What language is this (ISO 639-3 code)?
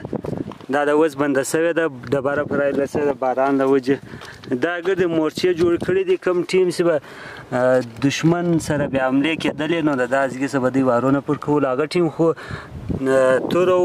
pus